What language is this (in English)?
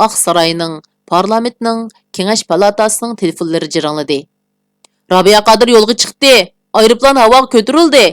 Uyghur